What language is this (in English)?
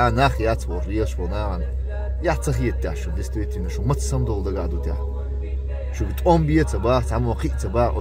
Chechen